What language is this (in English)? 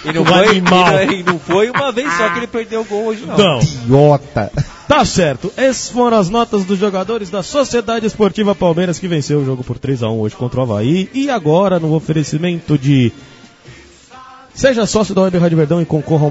Portuguese